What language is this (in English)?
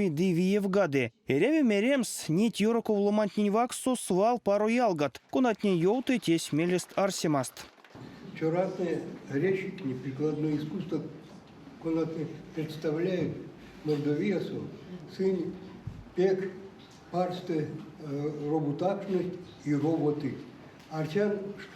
Erzya